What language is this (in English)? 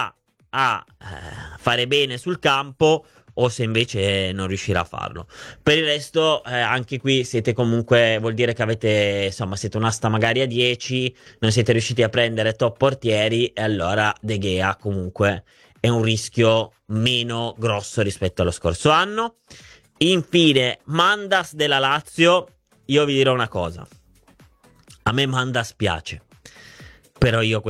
Italian